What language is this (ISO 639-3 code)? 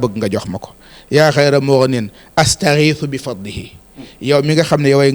wol